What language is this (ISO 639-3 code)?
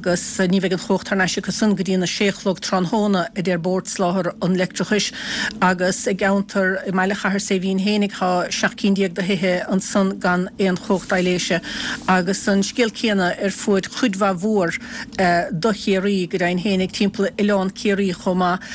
gle